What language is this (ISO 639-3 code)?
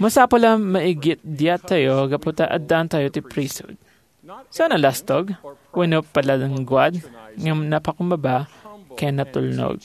ilo